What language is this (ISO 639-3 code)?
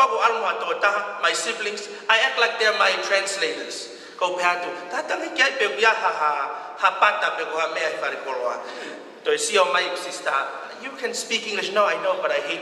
ton